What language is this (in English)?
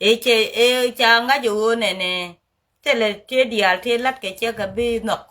Nuer